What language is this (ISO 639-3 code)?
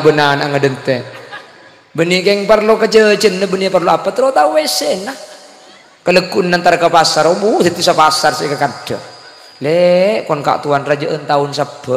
mad